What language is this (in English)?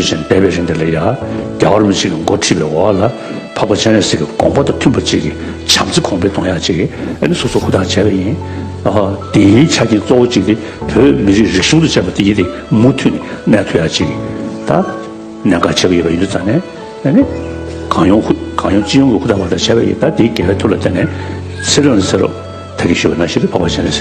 Tibetan